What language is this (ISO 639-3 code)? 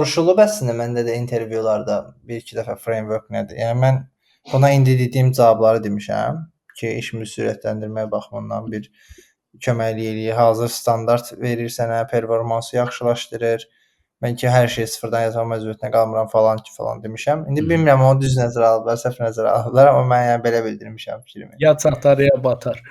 aze